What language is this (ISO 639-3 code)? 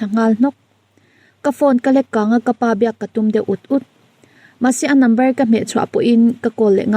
lus